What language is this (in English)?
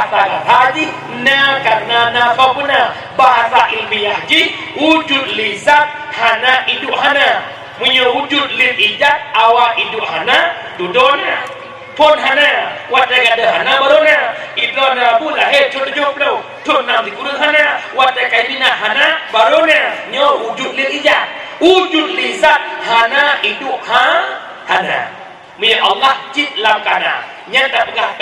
Achinese